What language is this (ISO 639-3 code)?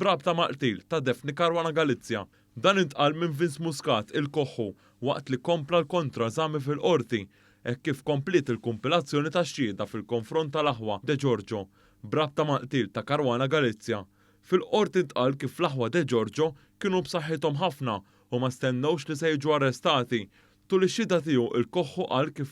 mlt